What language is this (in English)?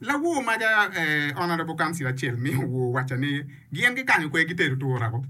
Acoli